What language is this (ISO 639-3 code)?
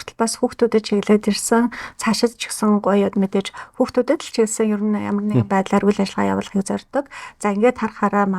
mon